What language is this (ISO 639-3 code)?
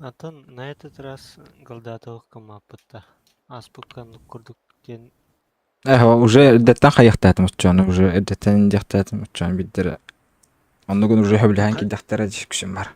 sah